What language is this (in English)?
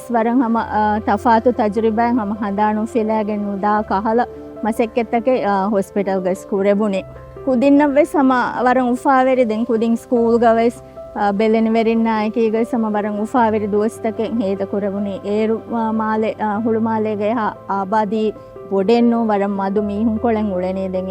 Divehi